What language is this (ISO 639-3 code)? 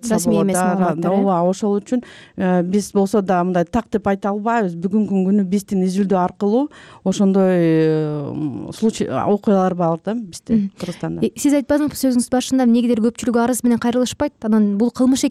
kir